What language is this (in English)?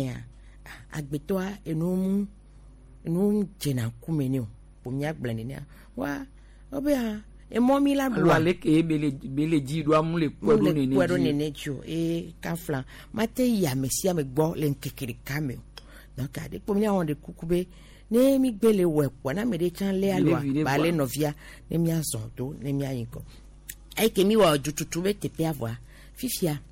Gen